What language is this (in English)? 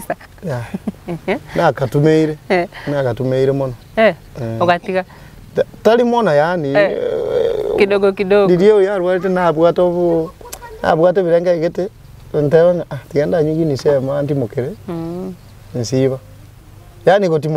Gusii